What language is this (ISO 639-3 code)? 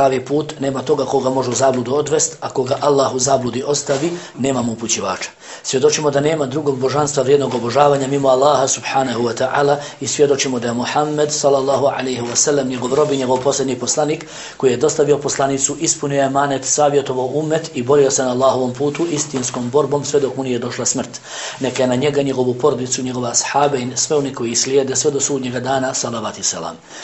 bos